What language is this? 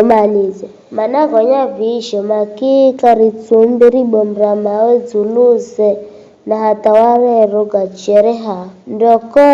Giryama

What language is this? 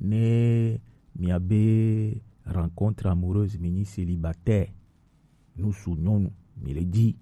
Gen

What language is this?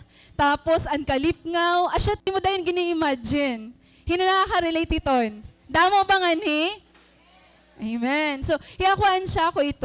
Waray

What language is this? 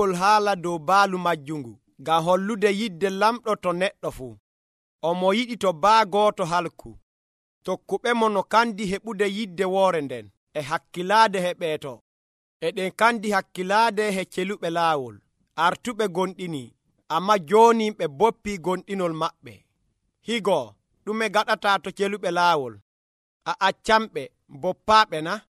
Nigerian Fulfulde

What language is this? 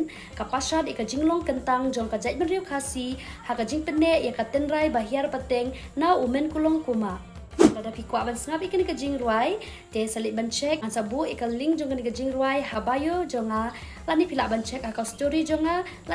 Khasi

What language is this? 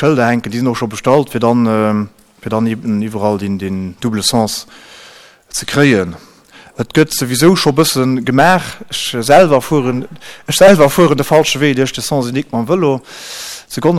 Luxembourgish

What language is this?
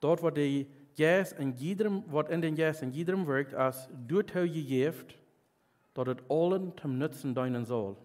Plautdietsch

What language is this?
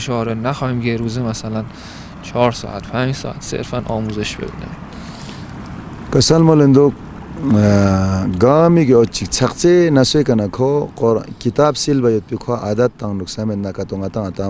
Persian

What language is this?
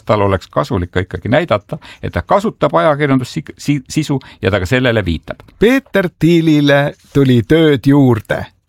Estonian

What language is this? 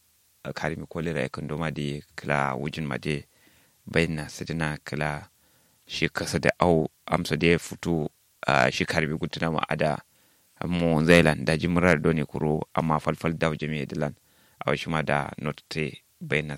Kanuri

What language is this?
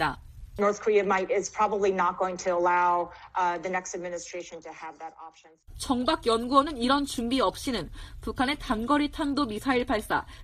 Korean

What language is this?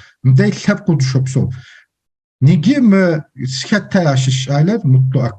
Kabardian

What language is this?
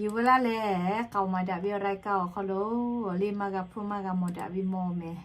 Lahu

